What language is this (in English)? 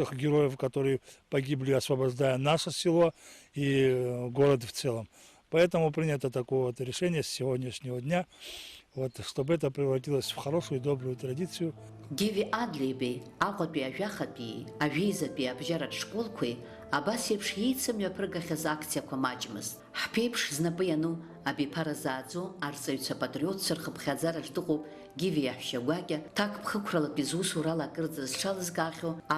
Abkhazian